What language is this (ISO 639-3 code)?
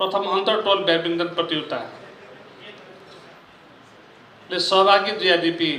new